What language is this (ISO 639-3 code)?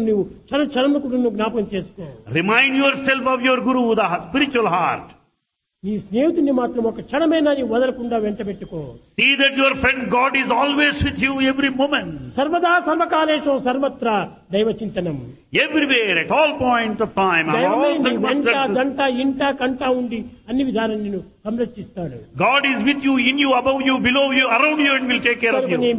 tel